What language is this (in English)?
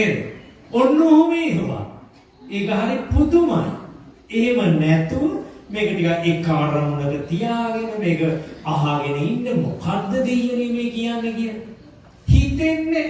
Sinhala